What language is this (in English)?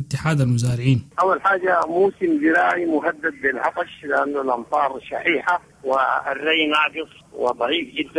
Sudanese Arabic